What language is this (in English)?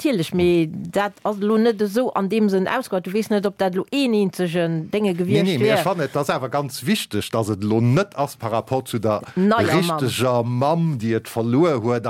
Luxembourgish